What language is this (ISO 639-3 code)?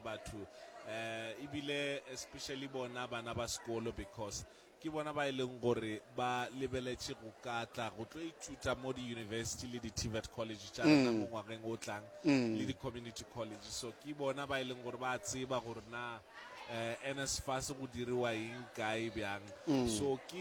nso